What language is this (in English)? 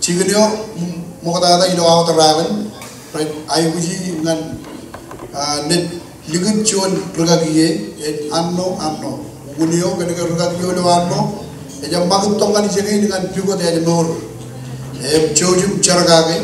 Marshallese